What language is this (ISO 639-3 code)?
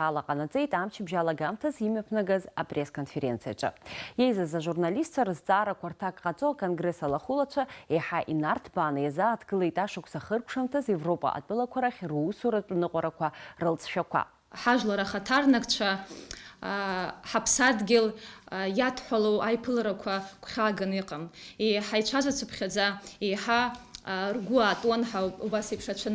abk